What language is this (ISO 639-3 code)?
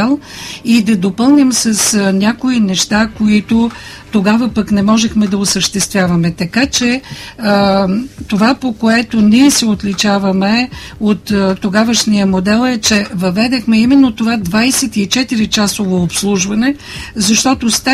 bul